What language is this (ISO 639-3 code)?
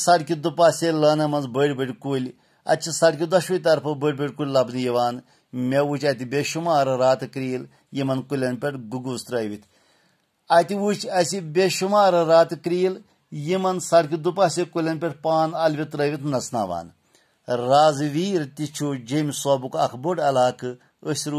kas